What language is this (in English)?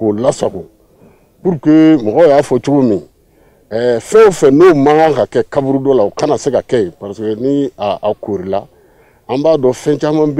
Bambara